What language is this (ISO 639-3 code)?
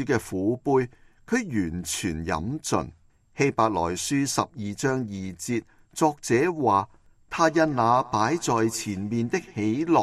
yue